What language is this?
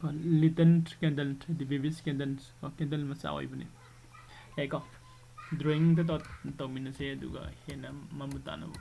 Manipuri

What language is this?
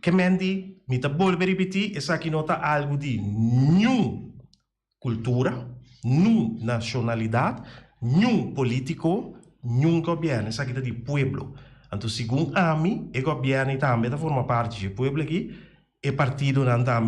Papiamento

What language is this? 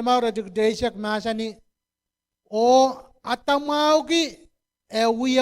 Pohnpeian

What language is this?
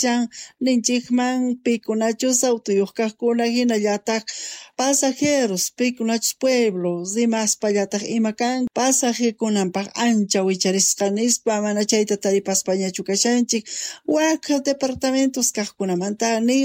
Quechua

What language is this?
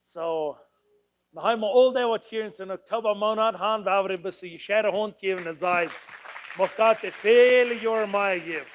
Plautdietsch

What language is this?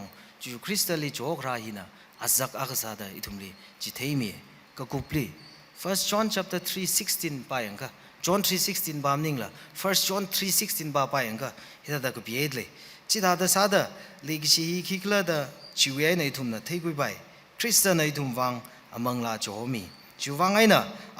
Tangkhul Naga (India)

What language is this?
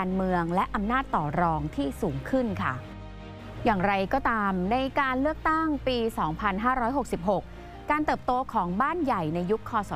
Thai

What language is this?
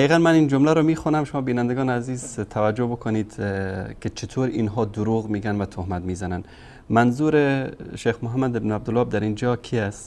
Persian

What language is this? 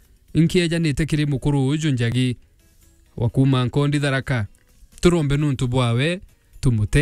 Meru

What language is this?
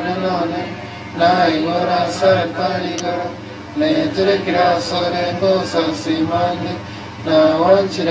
Gusii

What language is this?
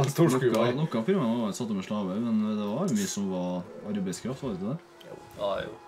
Norwegian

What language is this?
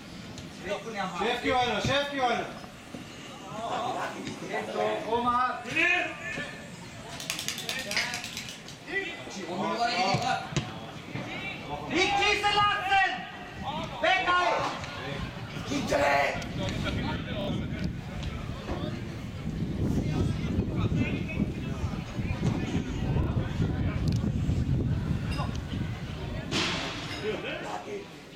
German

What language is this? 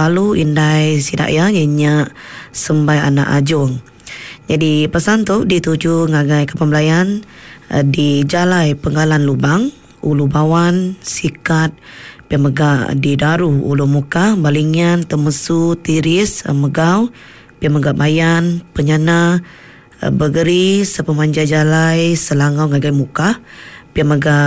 Iban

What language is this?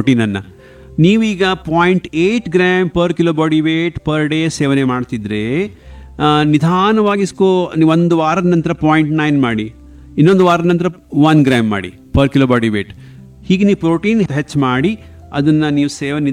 Kannada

